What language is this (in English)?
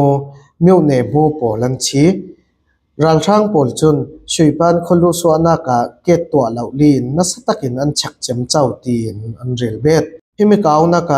Falam Chin